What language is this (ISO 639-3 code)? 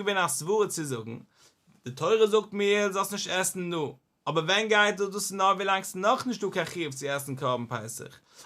yid